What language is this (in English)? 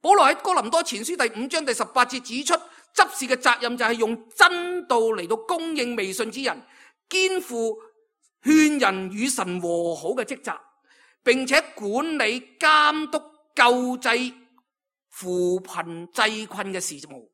Cantonese